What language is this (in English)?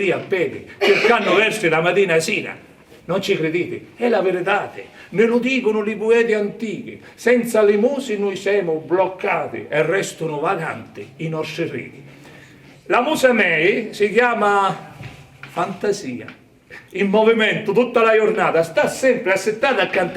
Sicilian